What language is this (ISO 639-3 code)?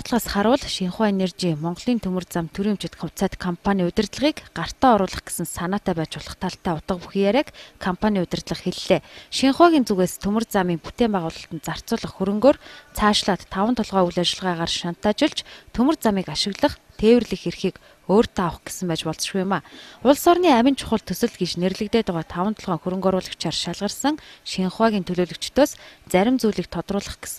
mon